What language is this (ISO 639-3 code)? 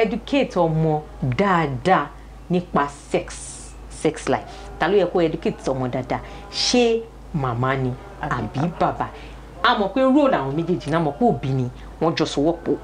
yor